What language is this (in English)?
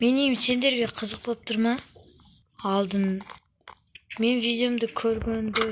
Kazakh